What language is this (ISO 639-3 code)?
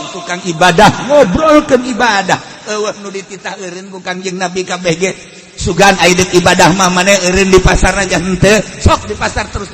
sun